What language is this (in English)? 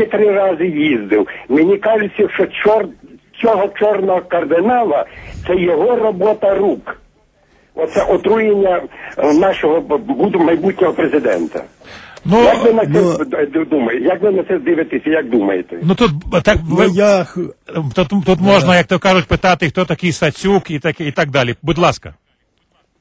Ukrainian